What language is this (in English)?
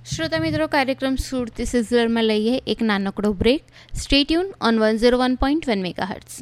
Gujarati